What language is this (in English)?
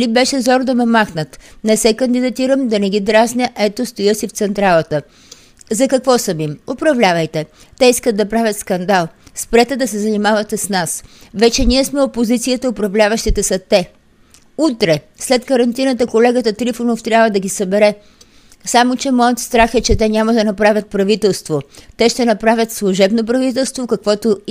Bulgarian